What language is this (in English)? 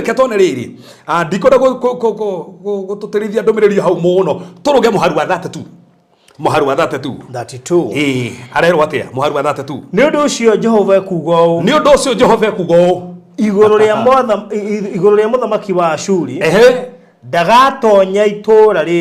Kikuyu